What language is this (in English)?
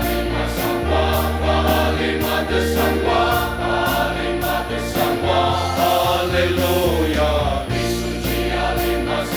Ao Naga